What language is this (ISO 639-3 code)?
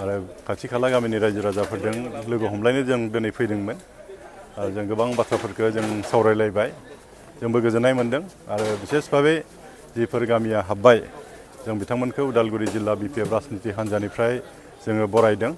brx